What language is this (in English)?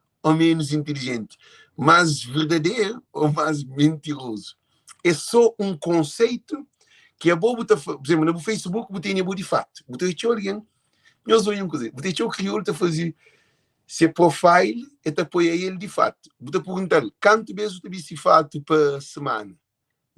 Kabuverdianu